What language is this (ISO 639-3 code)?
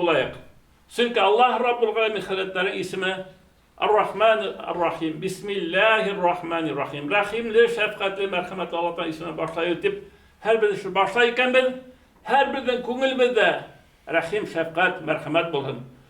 bak